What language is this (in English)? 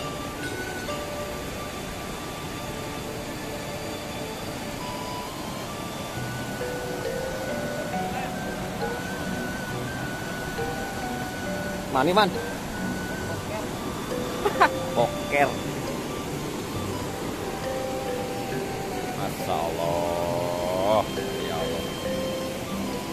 Indonesian